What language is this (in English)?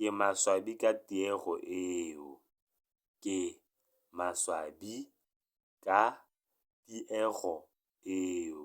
Tswana